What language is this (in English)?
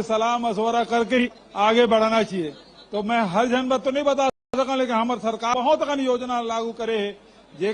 Chhattisgarhi